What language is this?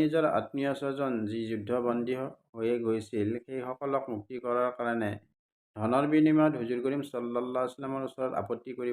Assamese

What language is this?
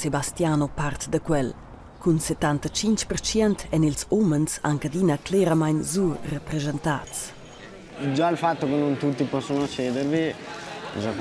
Romansh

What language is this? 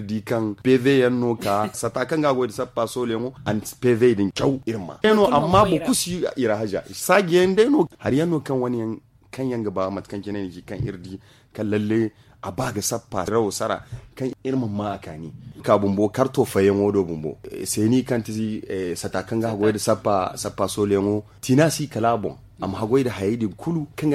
Zarma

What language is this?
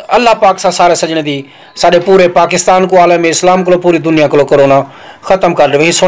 Saraiki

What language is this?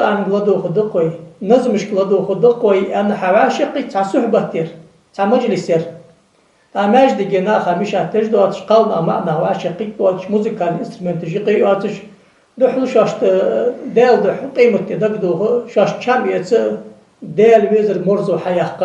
Ingush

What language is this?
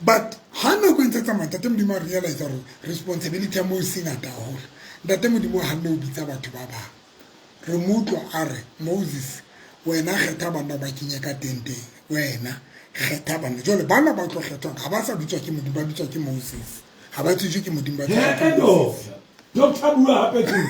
Southern Sotho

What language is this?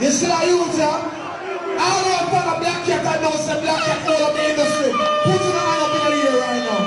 Jamaican Creole English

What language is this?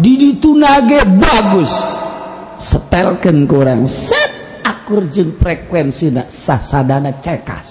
Sundanese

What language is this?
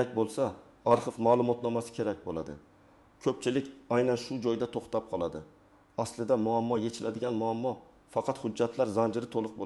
Uzbek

